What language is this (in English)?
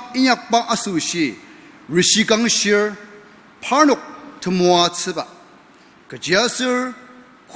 Ao Naga